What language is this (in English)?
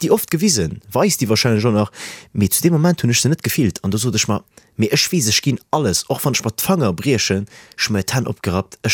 Luxembourgish